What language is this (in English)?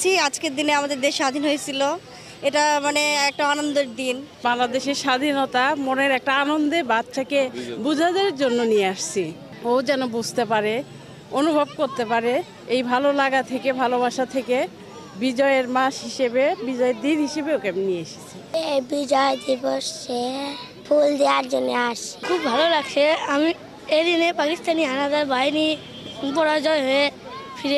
Bangla